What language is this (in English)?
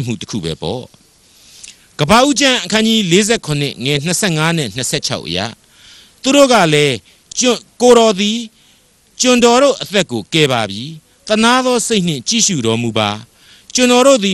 Burmese